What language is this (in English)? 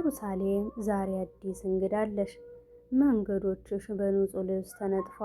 Amharic